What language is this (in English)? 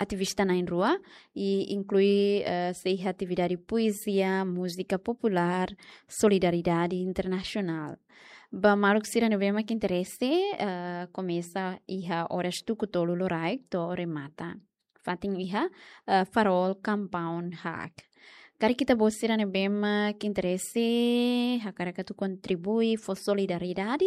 Tetum